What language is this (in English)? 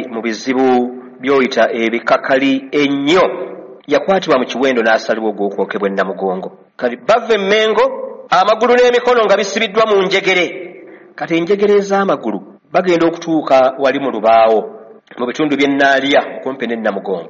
Ganda